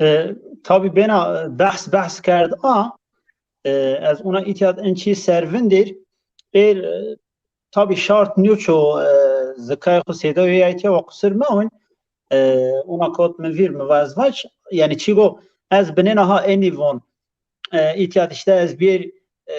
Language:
Zaza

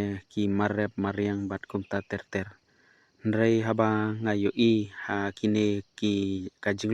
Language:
Khasi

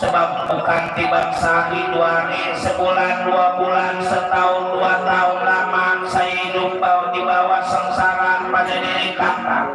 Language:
Betawi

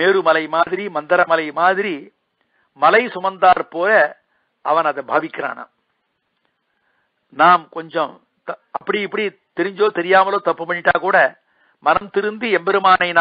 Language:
Tamil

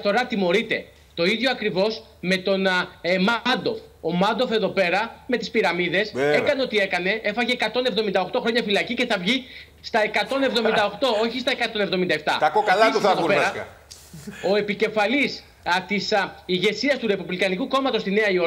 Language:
Greek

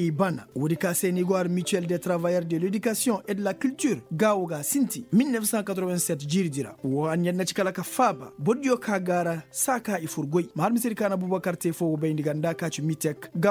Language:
Koyraboro Senni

